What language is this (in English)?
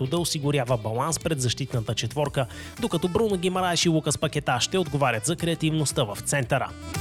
Bulgarian